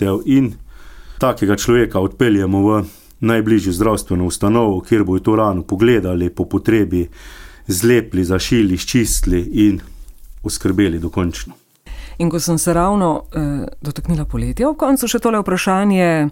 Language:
Slovenian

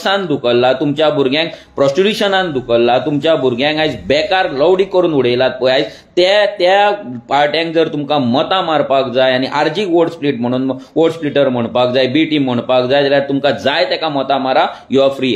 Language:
Konkani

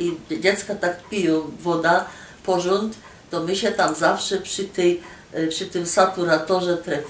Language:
Silesian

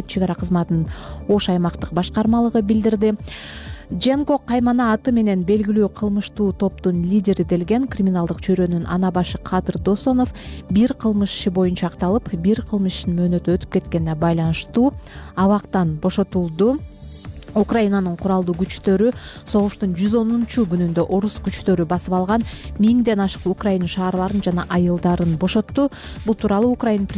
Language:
Kyrgyz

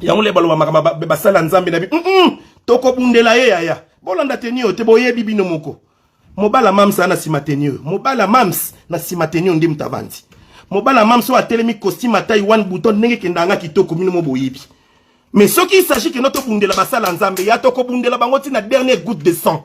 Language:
Lingala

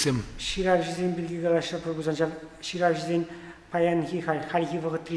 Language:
Chuvash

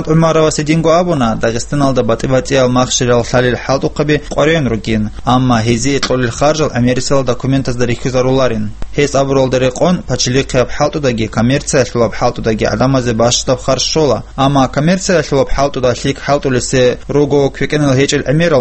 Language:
Avaric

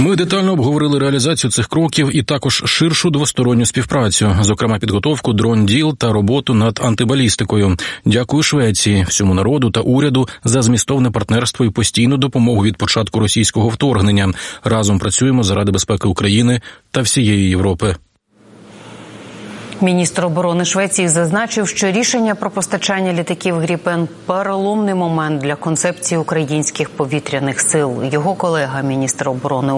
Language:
Ukrainian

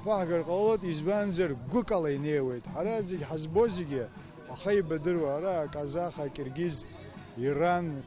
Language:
Abkhazian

